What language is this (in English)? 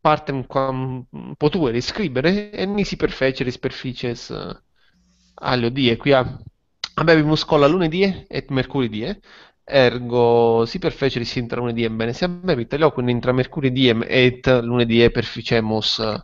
Latin